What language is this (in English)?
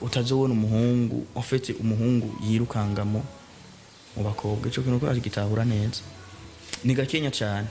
Rundi